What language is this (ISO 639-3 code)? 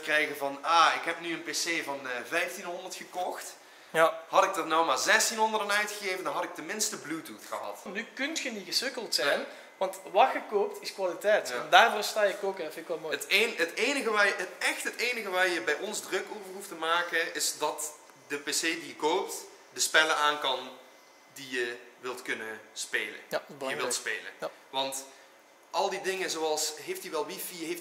nld